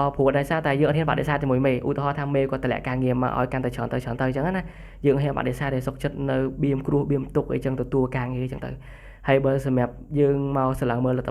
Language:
Khmer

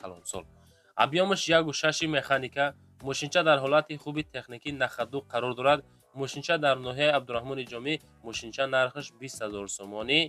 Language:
Tajik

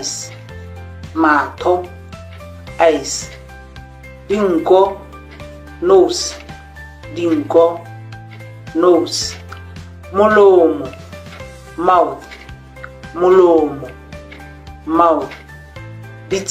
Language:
Tswana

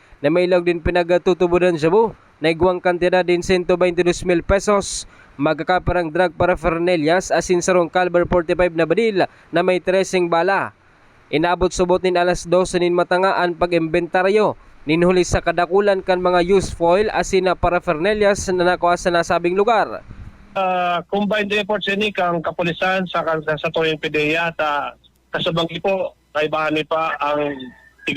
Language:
Bikol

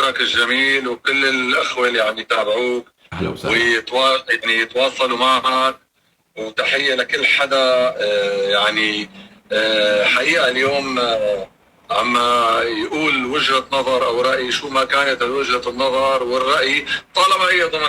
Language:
North Levantine Arabic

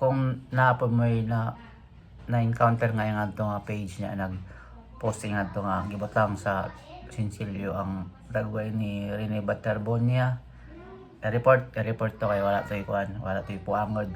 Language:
Cebuano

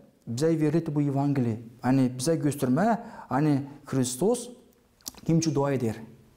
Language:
Gagauz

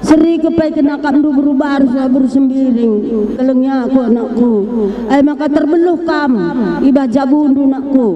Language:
Batak Karo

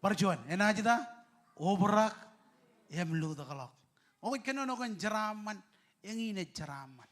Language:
Marshallese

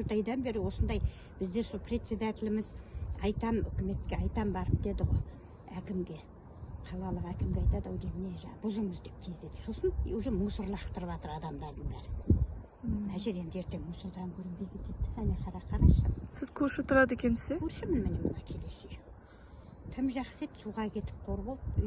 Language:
Kazakh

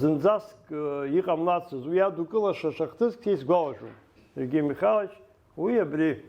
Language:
Abkhazian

